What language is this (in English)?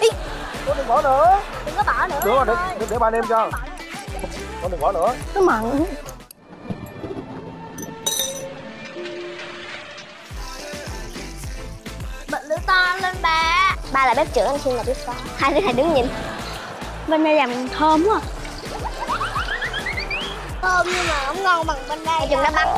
Vietnamese